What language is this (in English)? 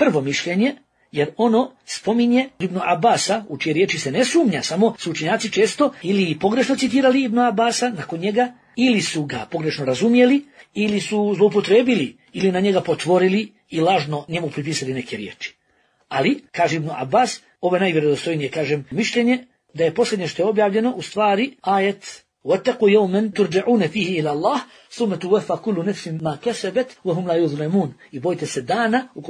Bosnian